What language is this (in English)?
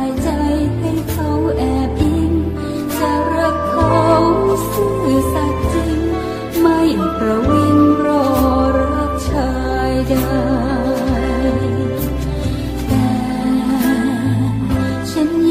Thai